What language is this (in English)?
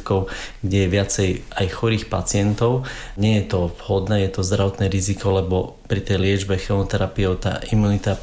Slovak